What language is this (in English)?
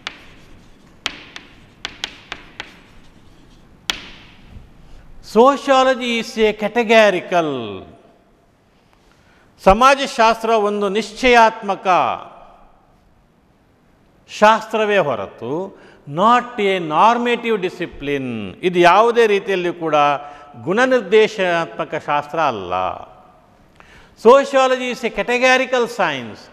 Kannada